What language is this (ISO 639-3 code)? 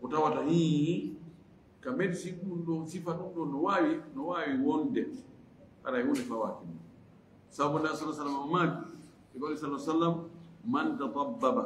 ful